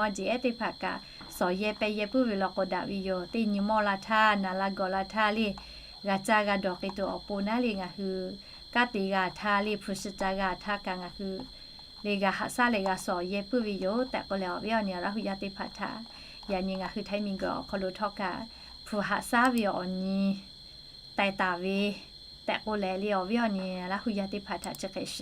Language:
Lahu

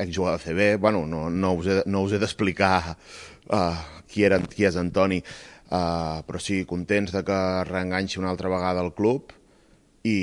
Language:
Catalan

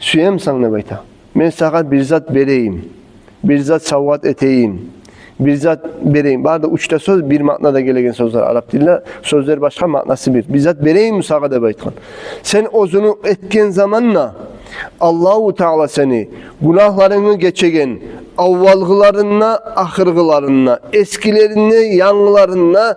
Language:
Kumyk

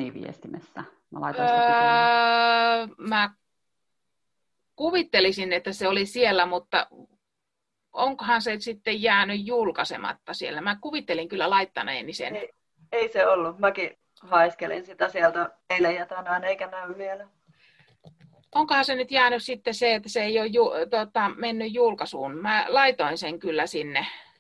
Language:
Finnish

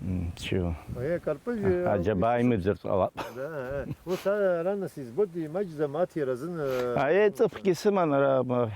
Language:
Abkhazian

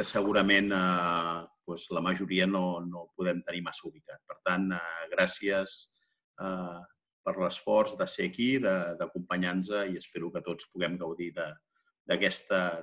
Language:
Catalan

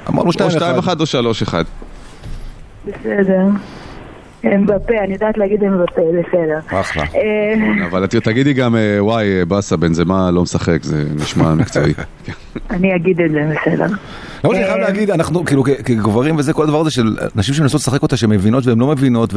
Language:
Hebrew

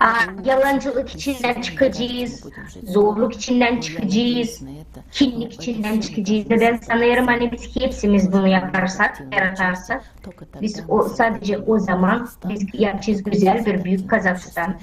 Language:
Gagauz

